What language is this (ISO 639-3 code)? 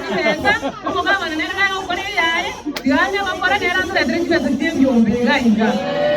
guz